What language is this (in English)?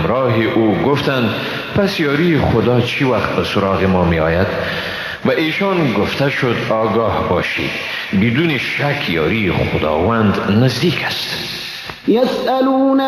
Persian